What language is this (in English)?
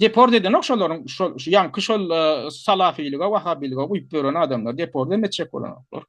Turkmen